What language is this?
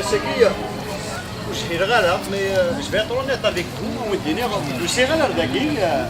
Kabyle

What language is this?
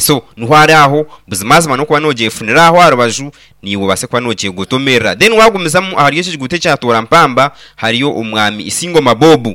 Nyankole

